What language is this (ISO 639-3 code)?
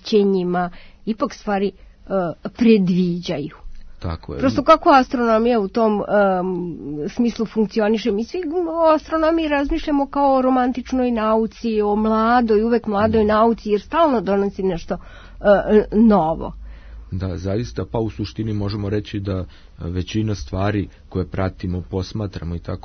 srp